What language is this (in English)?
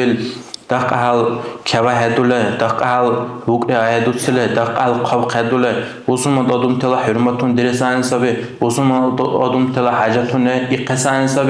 Dargwa